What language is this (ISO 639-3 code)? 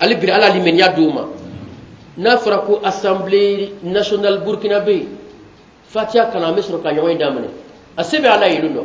bam